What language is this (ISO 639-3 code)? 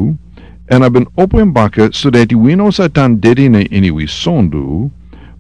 srn